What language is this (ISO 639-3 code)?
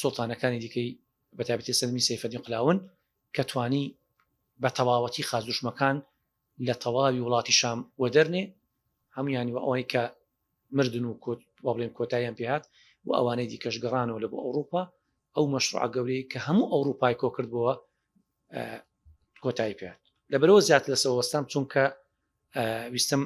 ckb